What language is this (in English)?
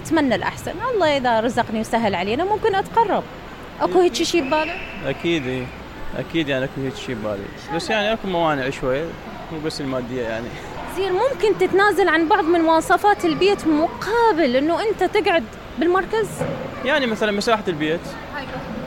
Mesopotamian Arabic